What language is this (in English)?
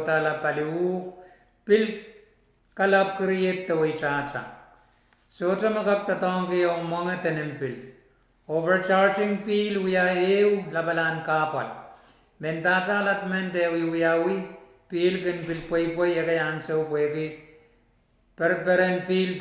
Pohnpeian